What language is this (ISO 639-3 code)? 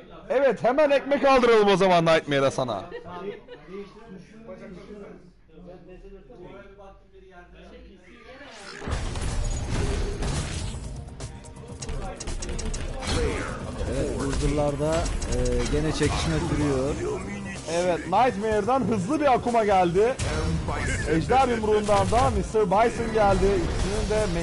tur